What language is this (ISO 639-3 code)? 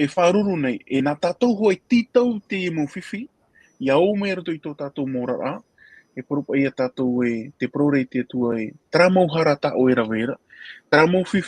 tah